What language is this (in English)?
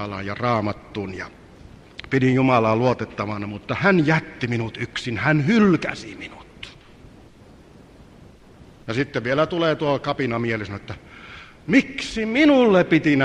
Finnish